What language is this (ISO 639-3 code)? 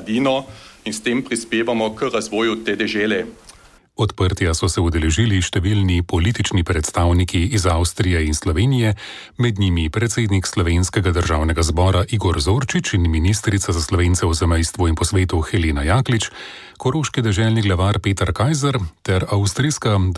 slv